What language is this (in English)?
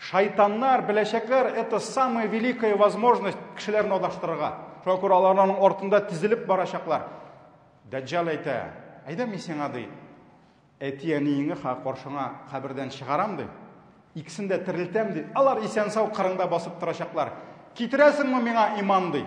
Tatar